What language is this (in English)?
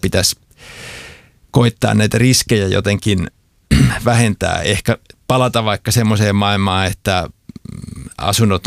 Finnish